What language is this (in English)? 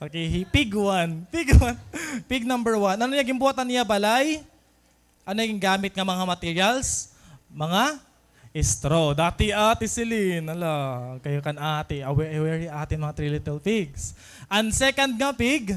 Waray